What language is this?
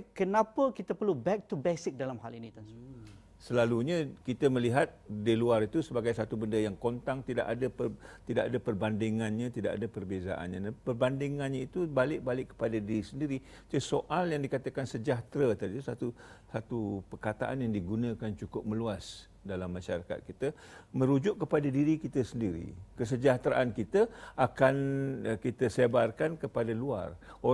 Malay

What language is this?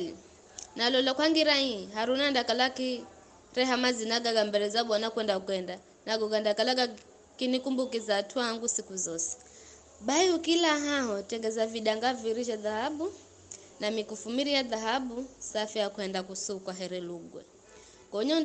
Giryama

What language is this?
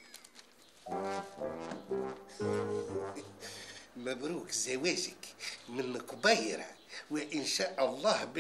Arabic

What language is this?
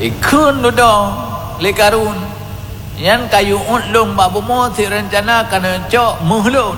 Achinese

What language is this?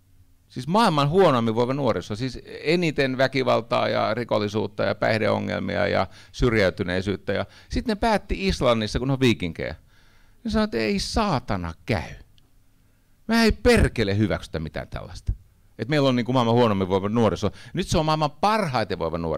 Finnish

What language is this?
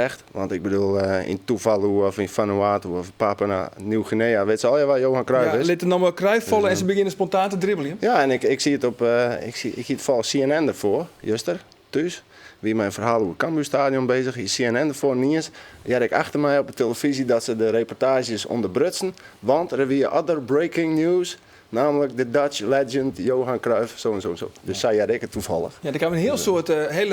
Western Frisian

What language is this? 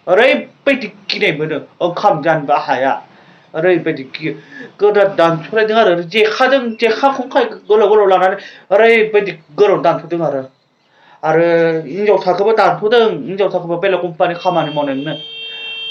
Bodo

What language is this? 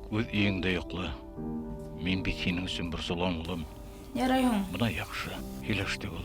Bashkir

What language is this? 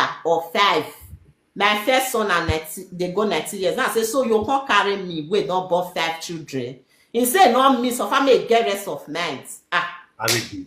Nigerian Pidgin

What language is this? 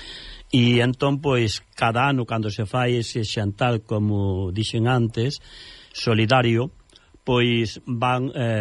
Galician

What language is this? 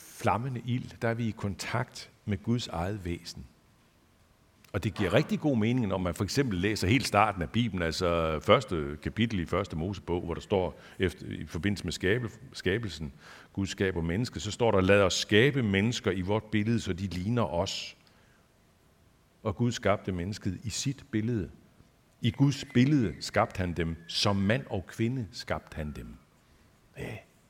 Danish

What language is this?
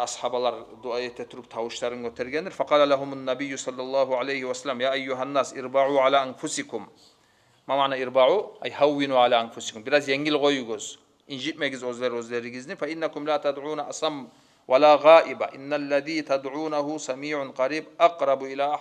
Kumyk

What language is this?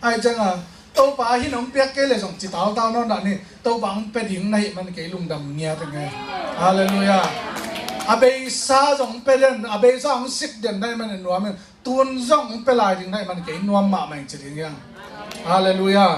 Tedim Chin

